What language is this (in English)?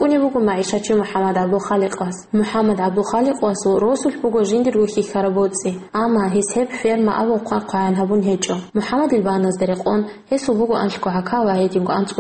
Avaric